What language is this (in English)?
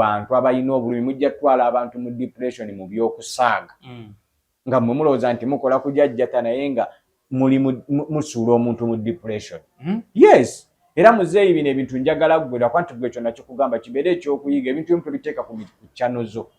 Ganda